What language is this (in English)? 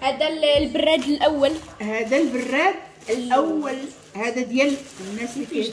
Moroccan Arabic